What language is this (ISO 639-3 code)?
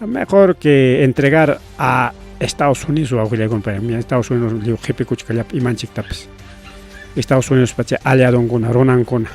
quy